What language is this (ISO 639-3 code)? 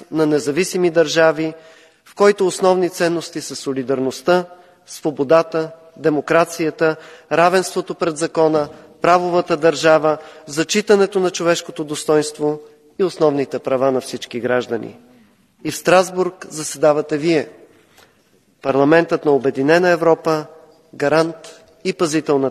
bul